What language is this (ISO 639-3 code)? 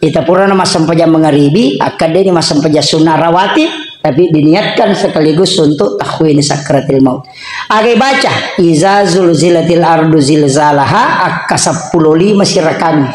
bug